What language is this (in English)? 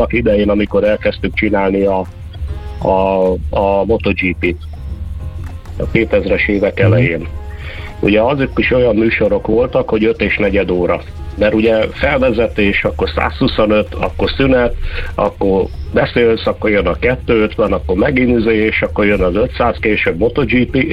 Hungarian